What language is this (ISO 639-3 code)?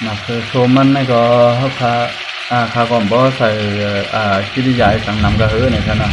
shn